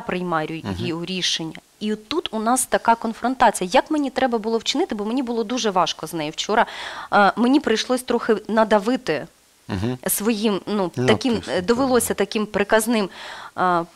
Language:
Ukrainian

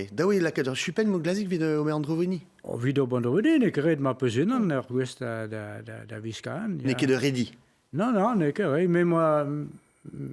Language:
Breton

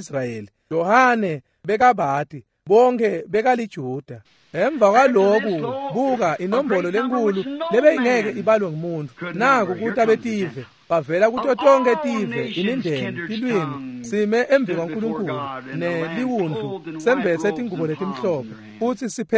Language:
Swati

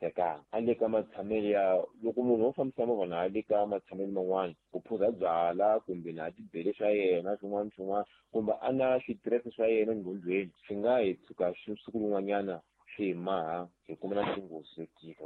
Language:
Tsonga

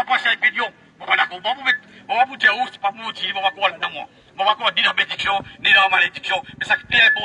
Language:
Morisyen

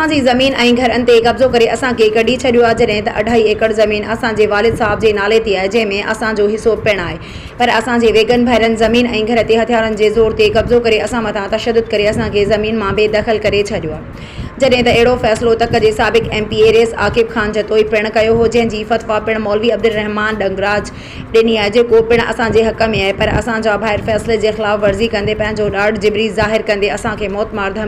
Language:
Sindhi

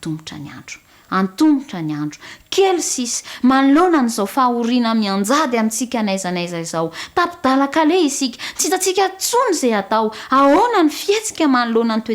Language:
Malagasy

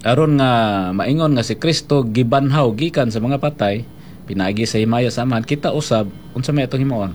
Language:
Cebuano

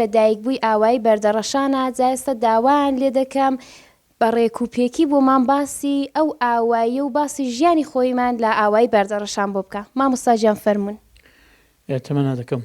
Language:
Central Kurdish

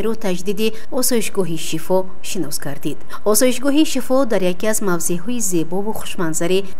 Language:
Tajik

